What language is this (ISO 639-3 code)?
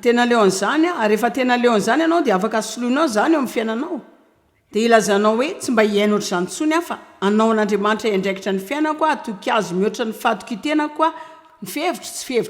mlg